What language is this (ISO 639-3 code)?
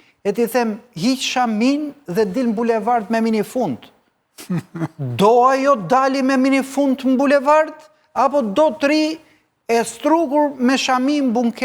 sqi